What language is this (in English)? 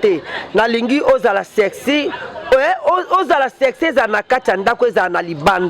Lingala